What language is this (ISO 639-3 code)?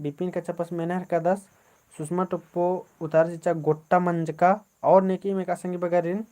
kru